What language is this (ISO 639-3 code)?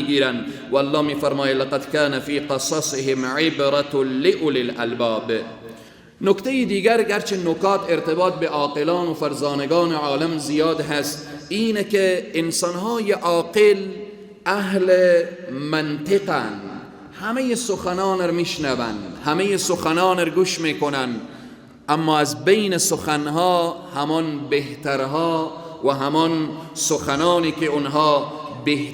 fas